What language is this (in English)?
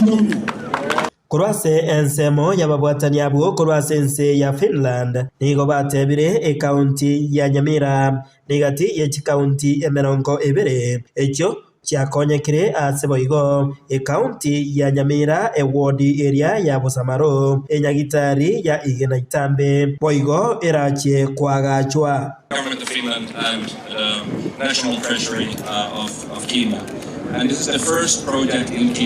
Gusii